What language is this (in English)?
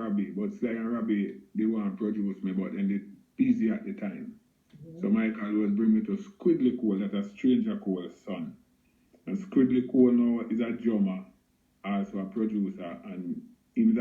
Jamaican Creole English